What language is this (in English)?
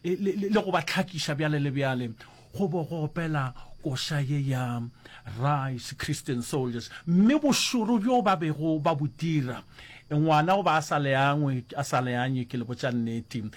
Northern Sotho